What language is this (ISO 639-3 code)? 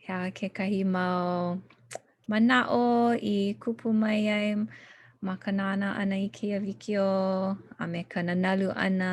haw